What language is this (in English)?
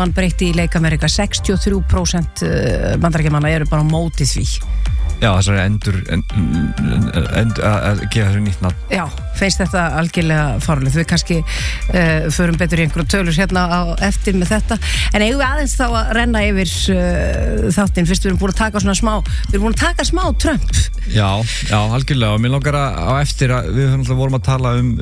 Icelandic